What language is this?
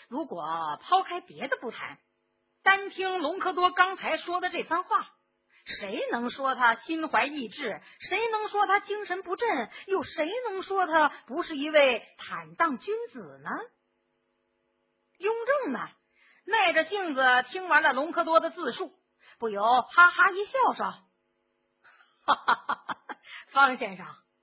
Chinese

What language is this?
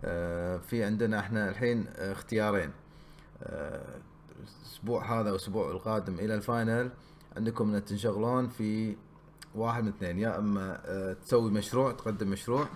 Gulf Arabic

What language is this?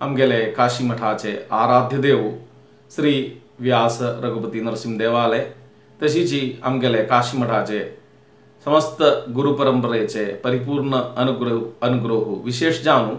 Konkani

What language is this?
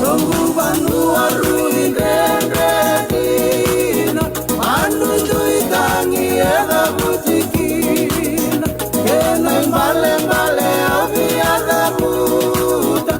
Fijian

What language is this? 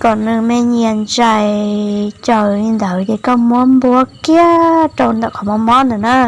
Hmong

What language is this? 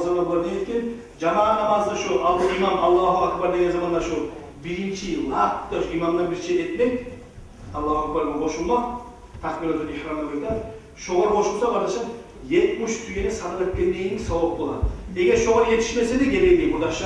Kumyk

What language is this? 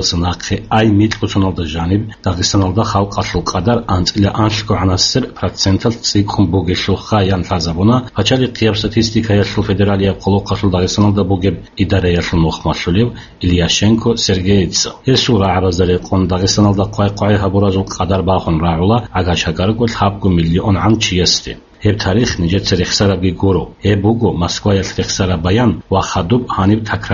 Avaric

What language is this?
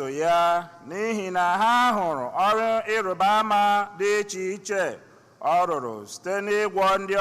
Igbo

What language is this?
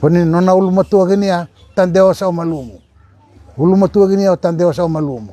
Fijian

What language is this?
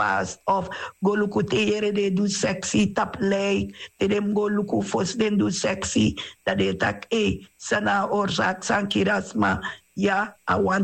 Sranan Tongo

